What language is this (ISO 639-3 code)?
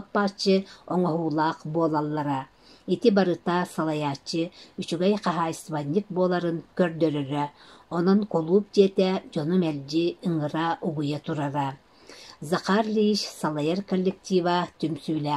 sah